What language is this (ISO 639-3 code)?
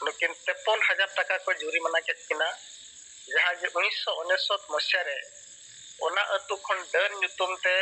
sat